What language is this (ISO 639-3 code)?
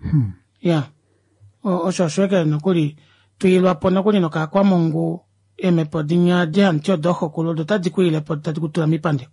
kua